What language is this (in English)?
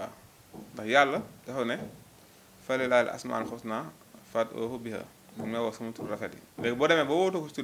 Wolof